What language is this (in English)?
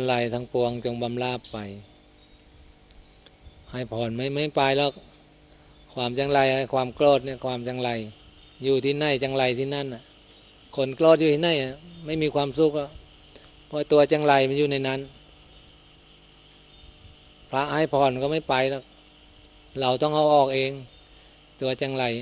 Thai